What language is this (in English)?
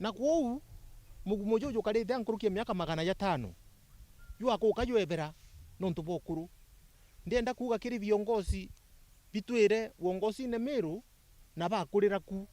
Meru